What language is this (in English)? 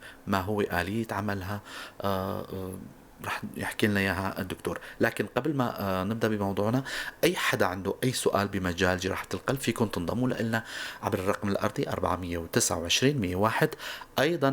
North Levantine Arabic